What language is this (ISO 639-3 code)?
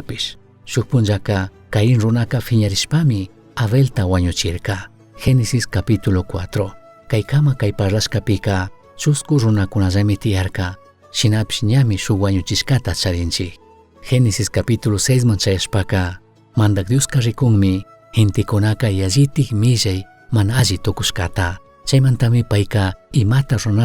qug